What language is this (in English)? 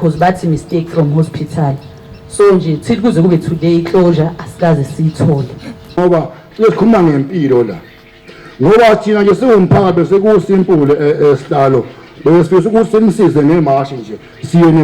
Zulu